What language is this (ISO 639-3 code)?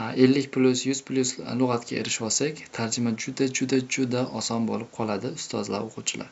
uzb